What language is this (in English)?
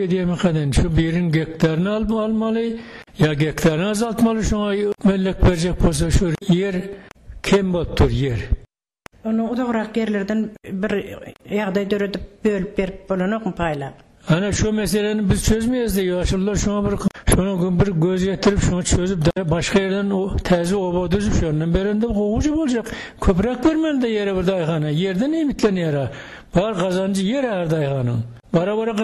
Turkmen